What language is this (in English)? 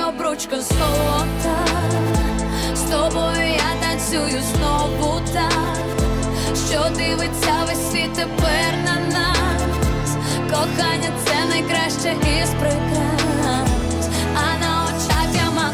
Ukrainian